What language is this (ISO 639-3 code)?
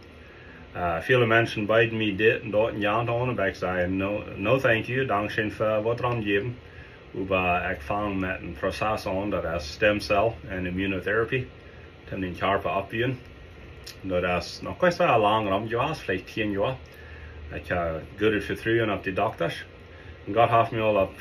pdt